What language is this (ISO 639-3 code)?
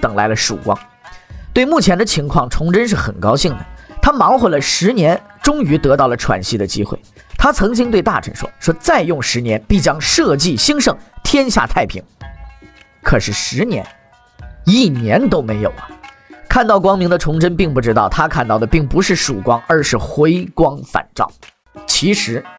zho